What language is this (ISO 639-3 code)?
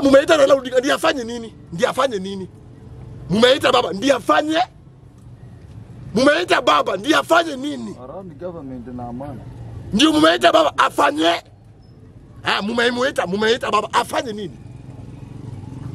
swa